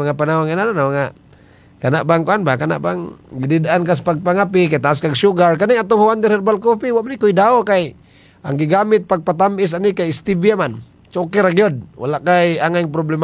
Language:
Cebuano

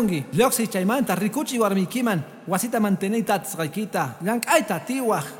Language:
Quechua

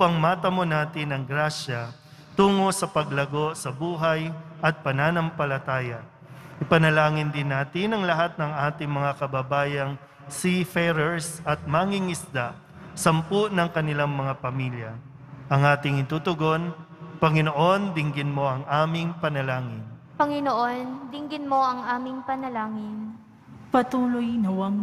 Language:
Filipino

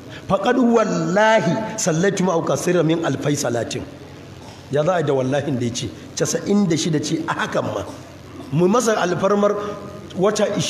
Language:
Hausa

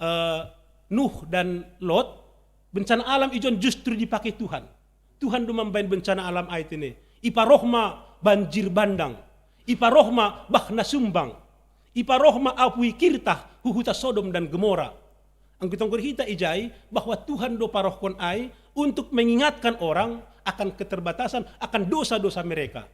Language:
Batak Simalungun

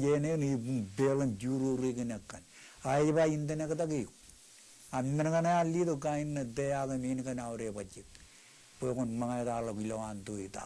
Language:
Marshallese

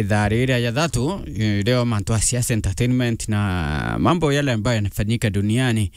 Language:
Meru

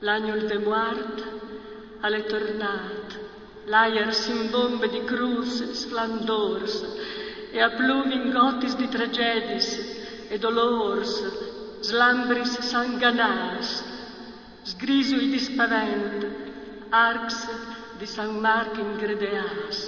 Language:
Friulian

